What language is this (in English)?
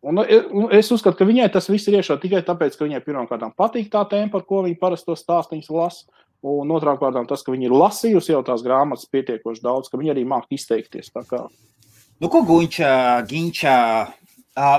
Latvian